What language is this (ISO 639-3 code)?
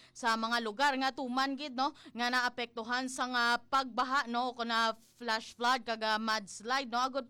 hil